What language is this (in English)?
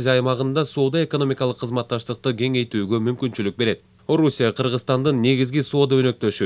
Kyrgyz